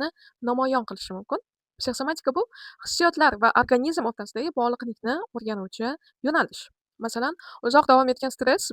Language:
Uzbek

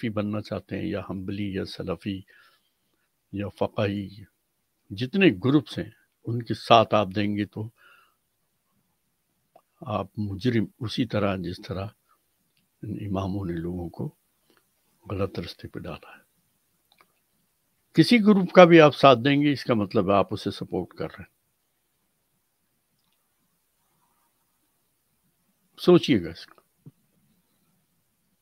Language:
Urdu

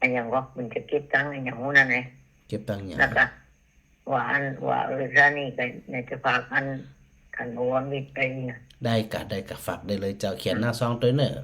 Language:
Northern Thai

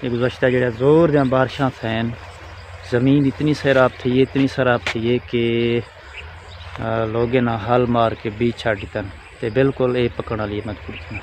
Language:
Saraiki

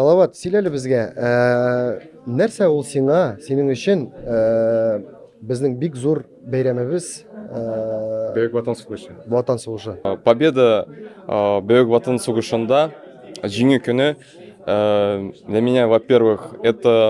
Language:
Tatar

